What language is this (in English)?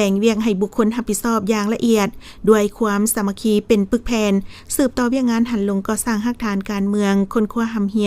Lao